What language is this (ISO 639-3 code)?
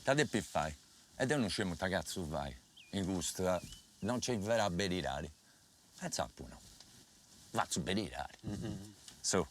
srd